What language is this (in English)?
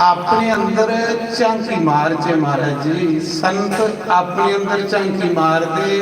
Dogri